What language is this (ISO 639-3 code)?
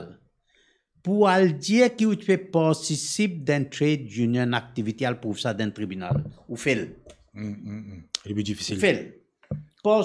mfe